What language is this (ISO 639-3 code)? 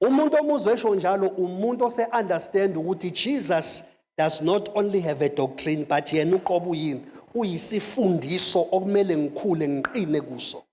zul